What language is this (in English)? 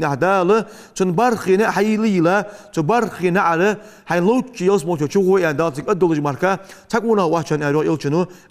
Ingush